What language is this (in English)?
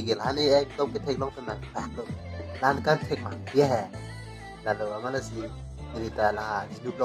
Karbi